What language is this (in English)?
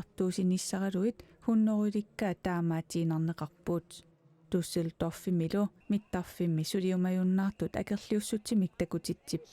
Kalaallisut